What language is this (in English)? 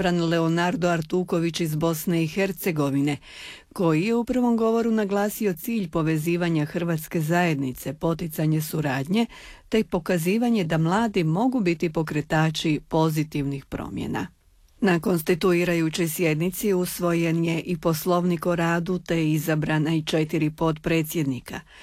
Croatian